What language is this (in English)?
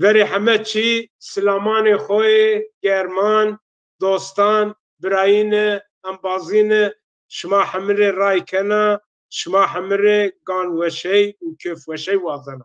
Zaza